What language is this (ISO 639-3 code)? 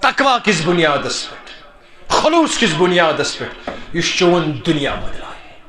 kas